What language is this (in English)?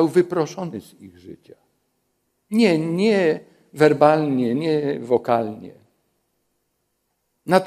Polish